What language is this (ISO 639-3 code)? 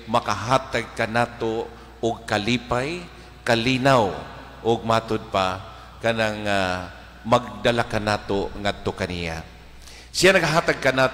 ceb